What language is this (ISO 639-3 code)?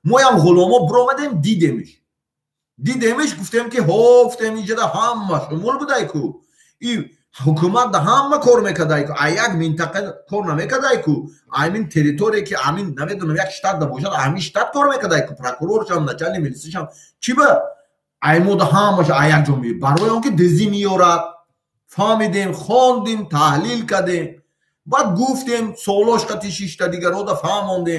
tgk